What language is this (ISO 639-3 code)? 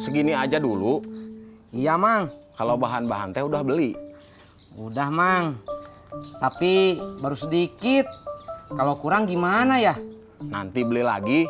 bew